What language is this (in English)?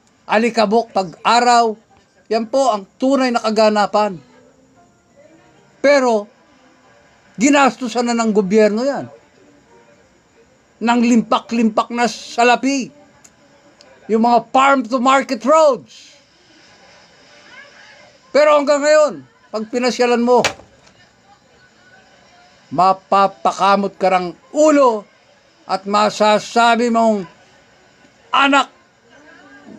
Filipino